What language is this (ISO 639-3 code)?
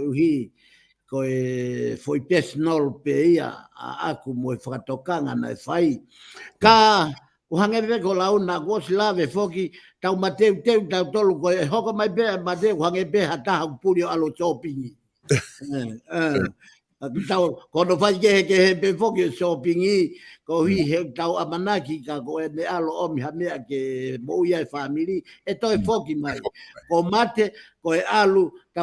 ton